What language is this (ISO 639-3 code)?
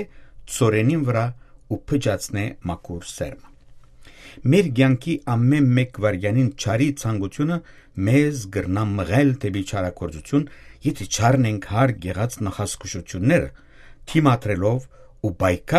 hyw